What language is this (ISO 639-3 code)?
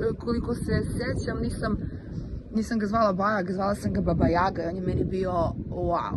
srp